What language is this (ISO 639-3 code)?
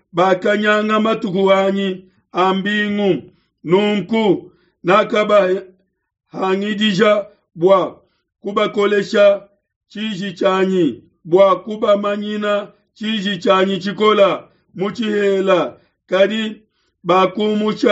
lua